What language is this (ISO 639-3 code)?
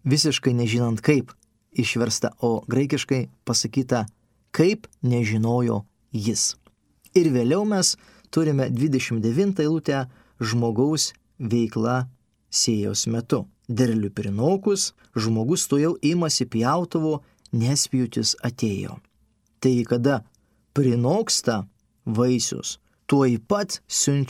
lit